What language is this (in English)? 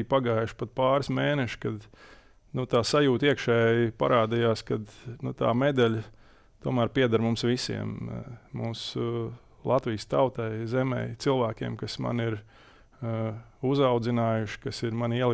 Latvian